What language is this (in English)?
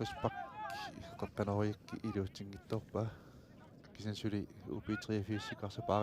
Kalaallisut